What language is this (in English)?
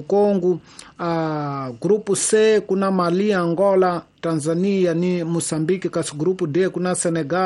Tsonga